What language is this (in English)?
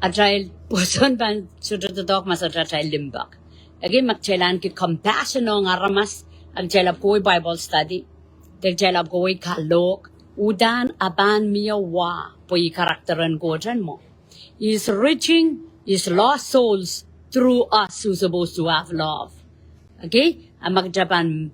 Pohnpeian